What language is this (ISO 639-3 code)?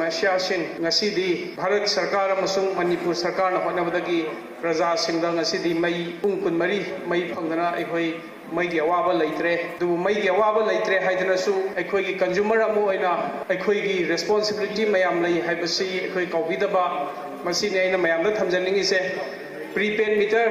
mni